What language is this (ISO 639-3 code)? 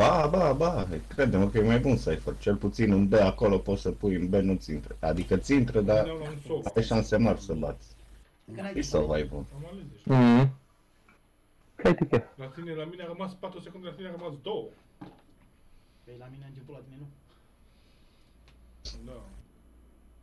ron